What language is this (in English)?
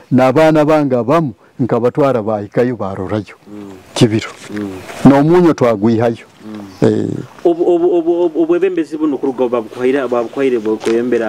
Nyoro